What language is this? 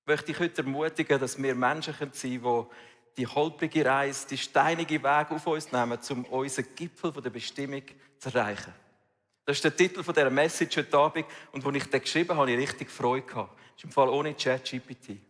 Swiss German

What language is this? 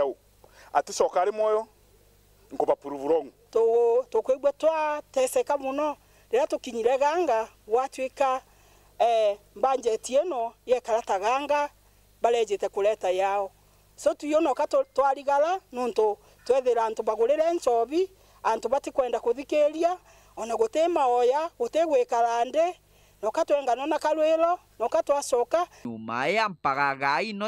Meru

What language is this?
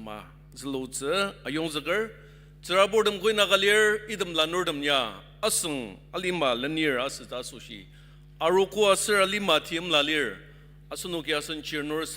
Ao Naga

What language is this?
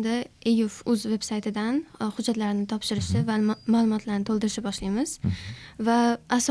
Uzbek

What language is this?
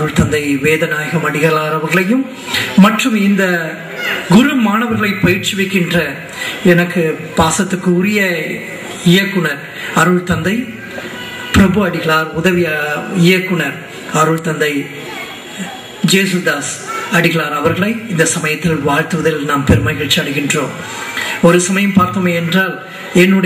Tamil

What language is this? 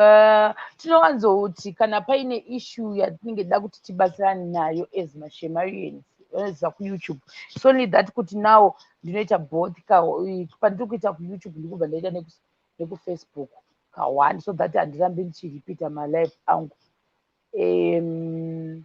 Shona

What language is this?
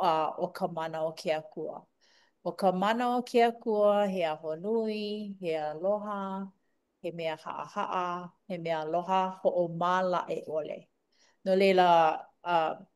Hawaiian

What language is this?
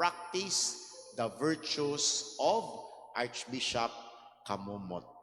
Cebuano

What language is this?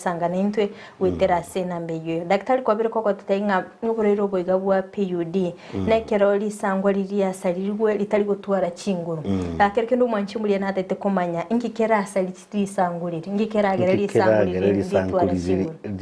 Gusii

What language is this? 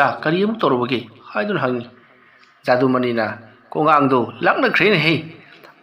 Manipuri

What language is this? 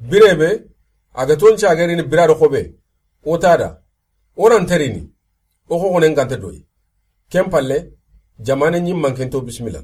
Soninke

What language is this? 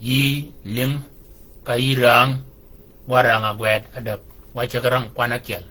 Shilluk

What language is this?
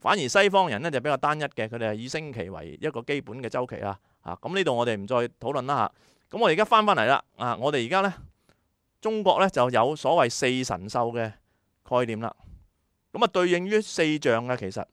Cantonese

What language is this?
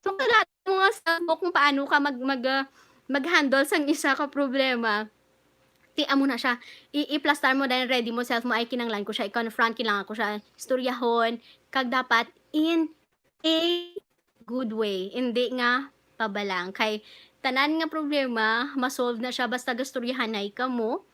Hiligaynon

